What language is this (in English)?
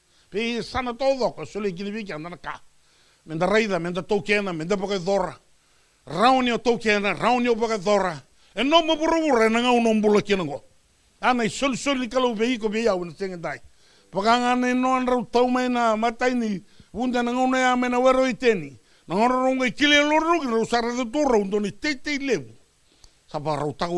Fijian